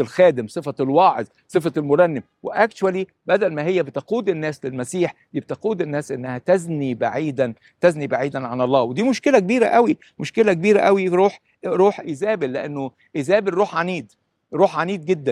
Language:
Egyptian Arabic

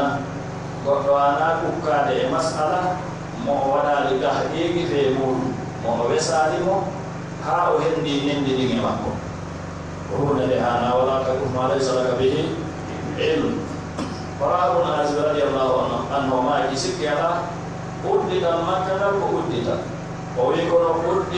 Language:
Pular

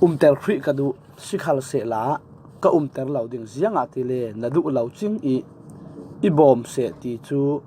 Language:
Falam Chin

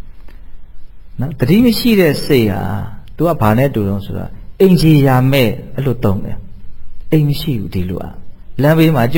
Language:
Burmese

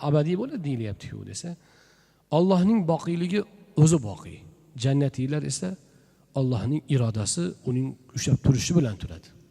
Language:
Uzbek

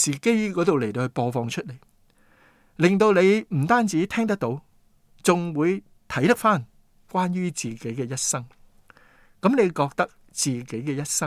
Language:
Cantonese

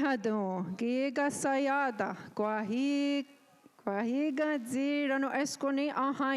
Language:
Mohawk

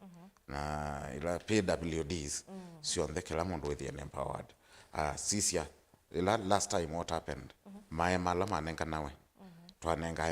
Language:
Kamba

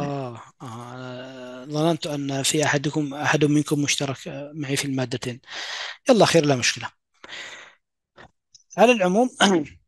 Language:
Arabic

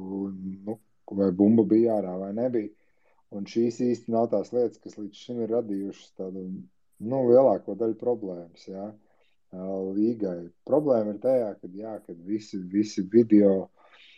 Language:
Latvian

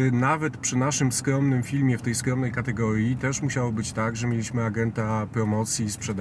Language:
Polish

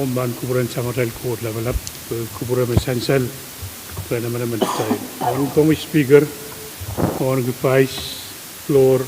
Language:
Pohnpeian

